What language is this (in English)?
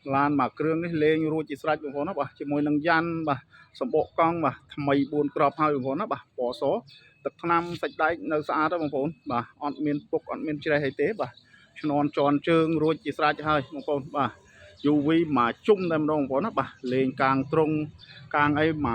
Khmer